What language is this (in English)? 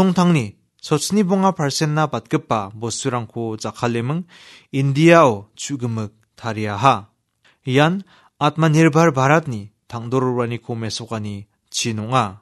Garo